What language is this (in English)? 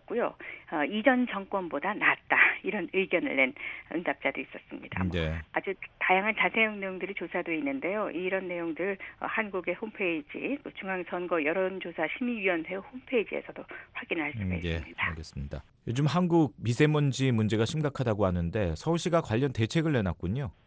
Korean